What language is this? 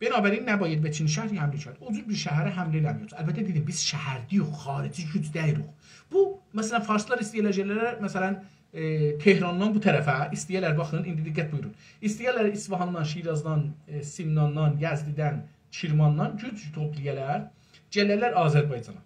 South Azerbaijani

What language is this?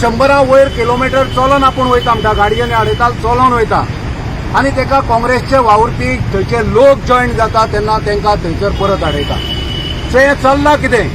Konkani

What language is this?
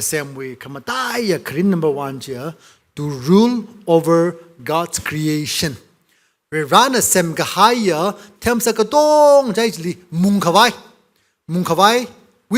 Tangkhul Naga (India)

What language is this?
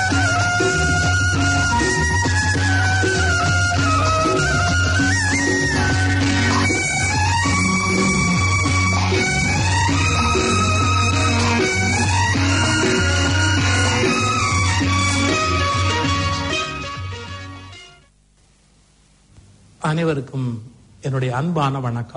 Tamil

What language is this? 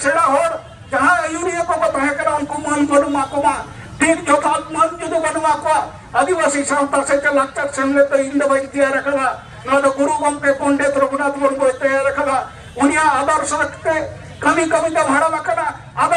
Santali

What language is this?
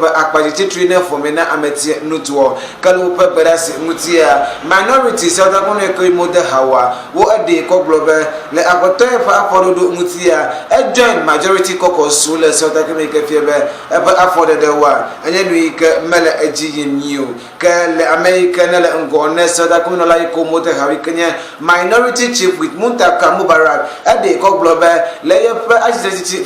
Ewe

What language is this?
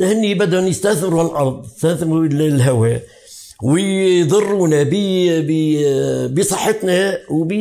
North Levantine Arabic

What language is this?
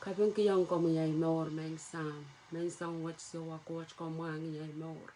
Pohnpeian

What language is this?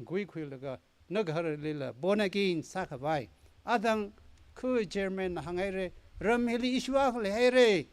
Tangkhul Naga (India)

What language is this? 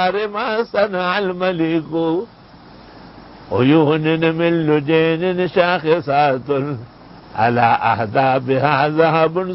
Urdu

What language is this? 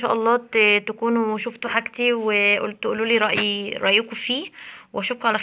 Egyptian Arabic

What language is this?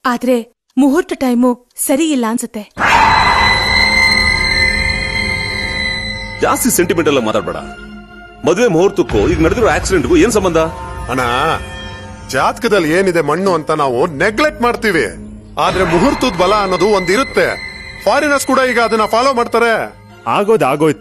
Kannada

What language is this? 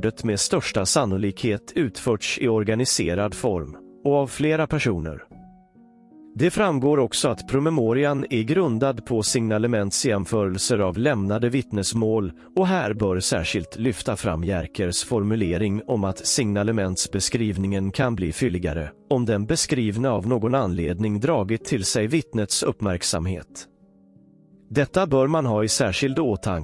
Swedish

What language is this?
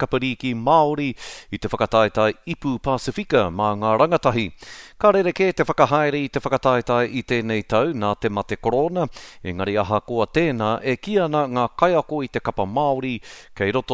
Māori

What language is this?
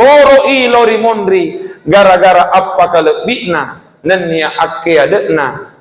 Buginese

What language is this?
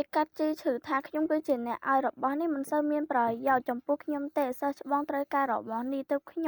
Khmer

